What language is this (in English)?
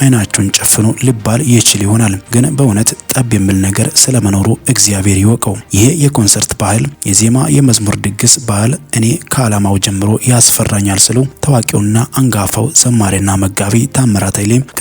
Amharic